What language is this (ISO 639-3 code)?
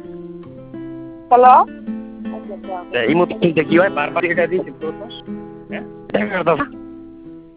ben